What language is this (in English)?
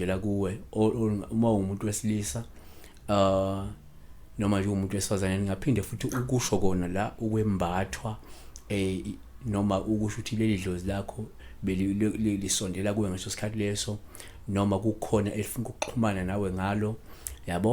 Zulu